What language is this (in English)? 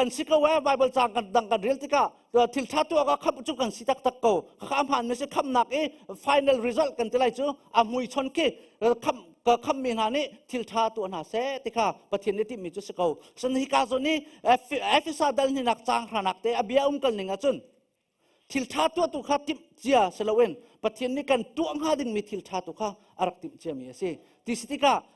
Hakha Chin